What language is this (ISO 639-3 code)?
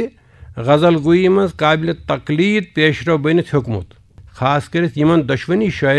kas